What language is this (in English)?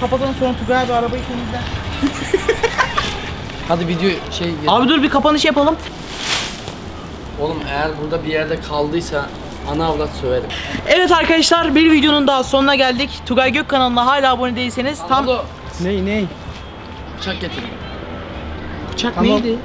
Turkish